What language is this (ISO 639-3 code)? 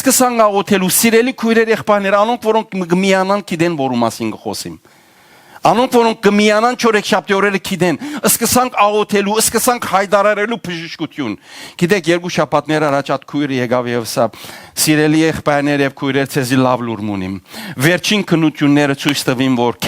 hyw